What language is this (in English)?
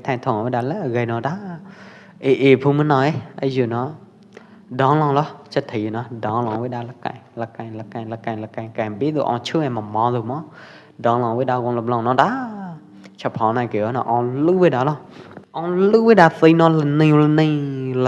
Pwo Eastern Karen